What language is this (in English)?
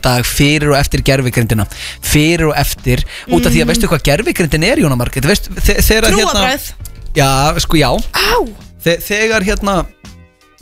Icelandic